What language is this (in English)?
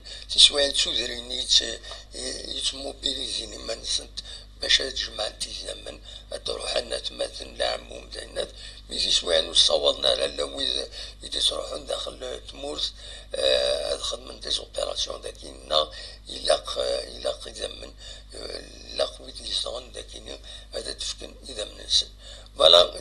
Kabyle